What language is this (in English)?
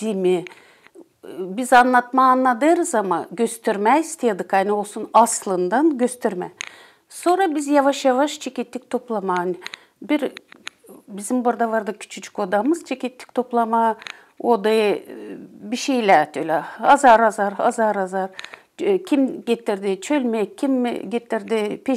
Gagauz